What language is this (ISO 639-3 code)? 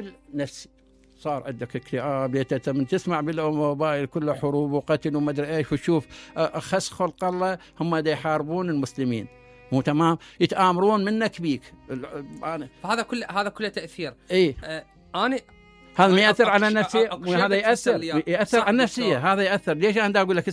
acm